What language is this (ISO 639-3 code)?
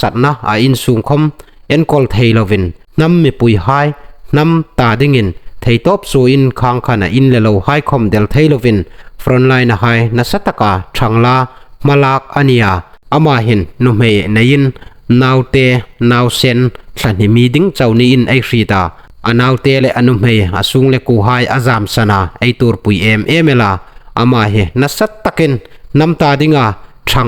hmr